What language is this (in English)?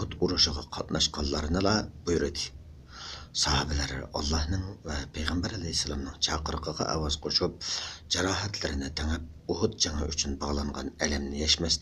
Uyghur